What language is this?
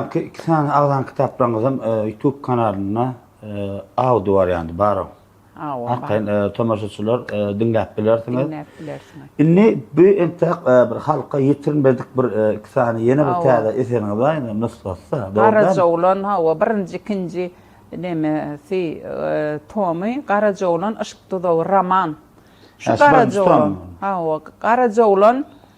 Turkmen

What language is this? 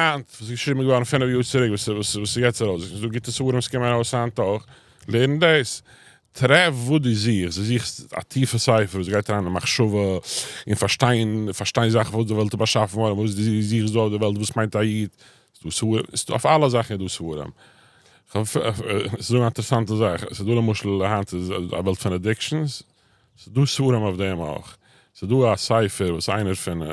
Yiddish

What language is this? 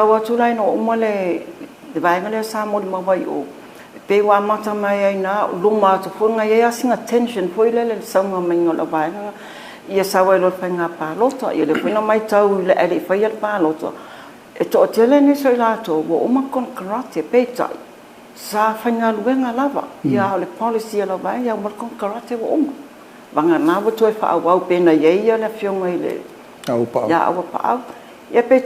Samoan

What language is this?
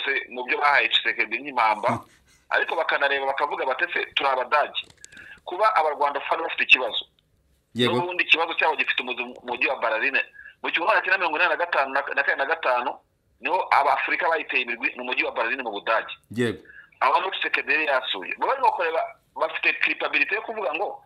Kinyarwanda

